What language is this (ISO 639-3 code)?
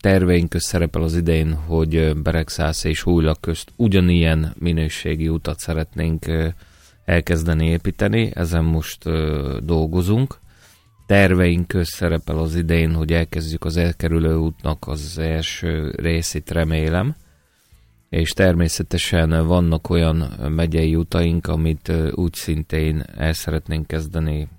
hun